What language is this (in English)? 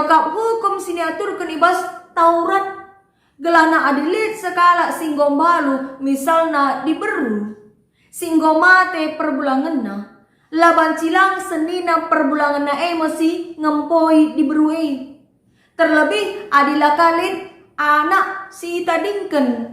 Batak Karo